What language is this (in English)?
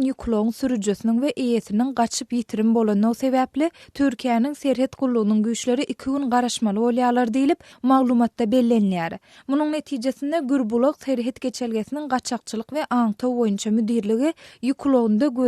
Turkmen